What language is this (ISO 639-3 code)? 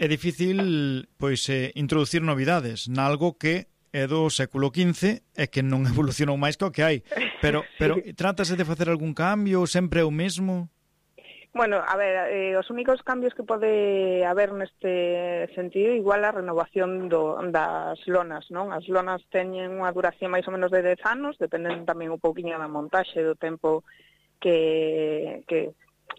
glg